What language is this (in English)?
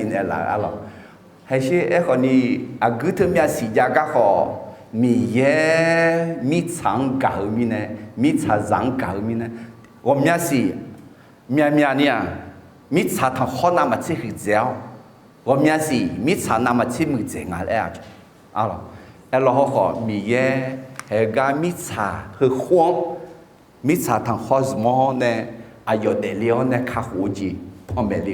Akha